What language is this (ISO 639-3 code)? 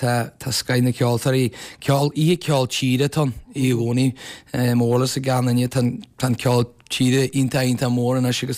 gle